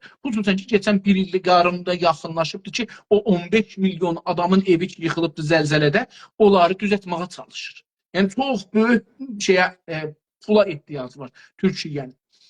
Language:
South Azerbaijani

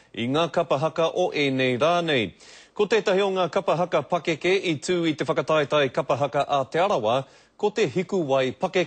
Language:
Māori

